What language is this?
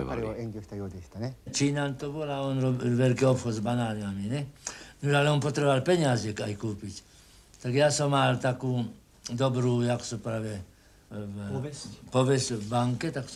Slovak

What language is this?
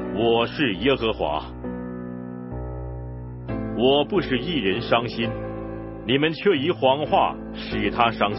Chinese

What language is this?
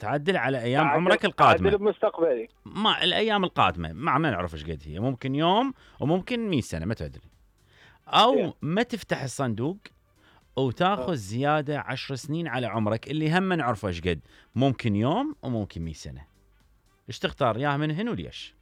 Mesopotamian Arabic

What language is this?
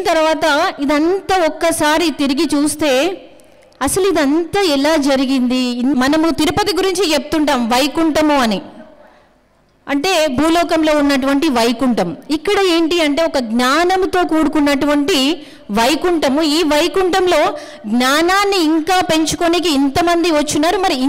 Telugu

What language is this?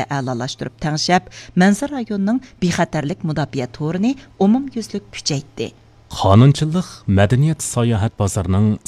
Uyghur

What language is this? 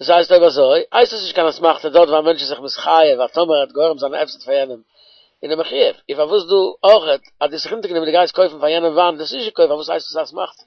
Yiddish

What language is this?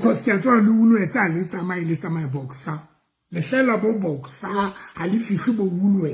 Southern Sotho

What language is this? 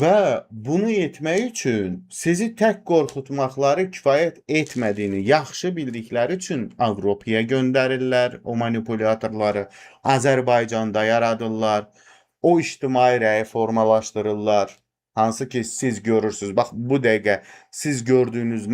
Azerbaijani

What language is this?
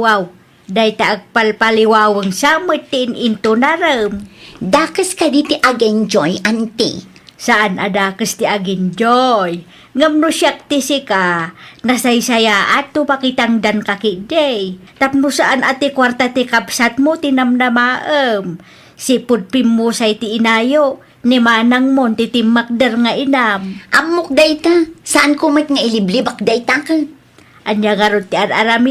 Iloko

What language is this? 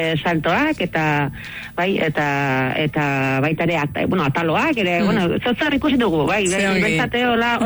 Basque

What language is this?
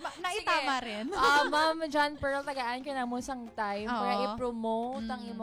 Hiligaynon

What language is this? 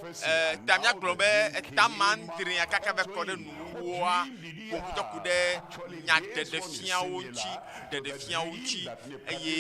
Ewe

